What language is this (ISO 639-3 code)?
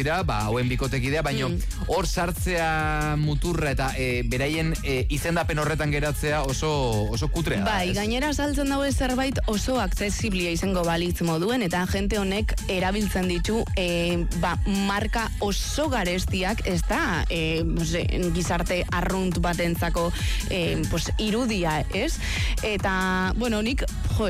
eus